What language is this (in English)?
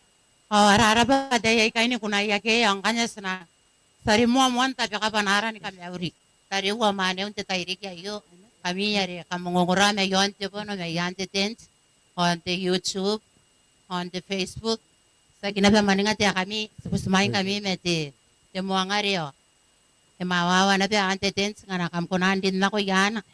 Gilbertese